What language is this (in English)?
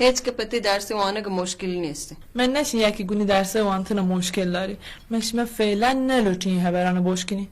Baluchi